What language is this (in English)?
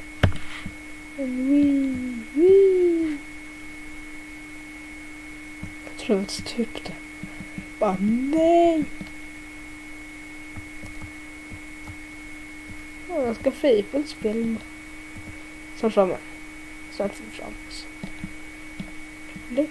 Swedish